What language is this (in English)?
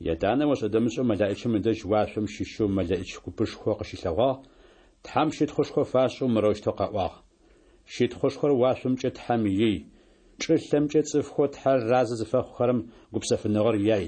Adyghe